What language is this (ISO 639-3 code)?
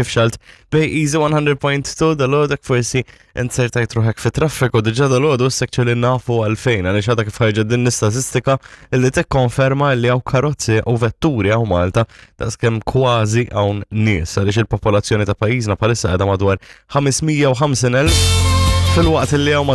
mlt